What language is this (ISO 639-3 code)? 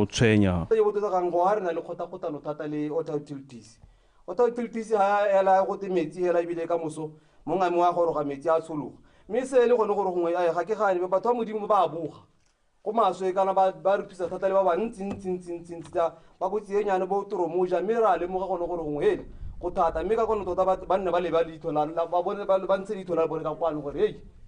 tsn